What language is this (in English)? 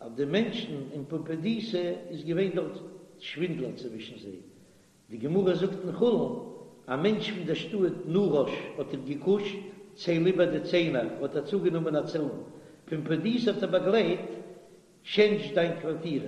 Yiddish